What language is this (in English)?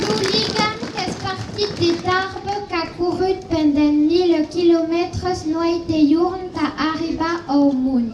Occitan